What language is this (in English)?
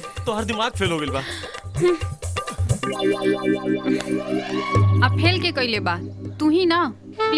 Bhojpuri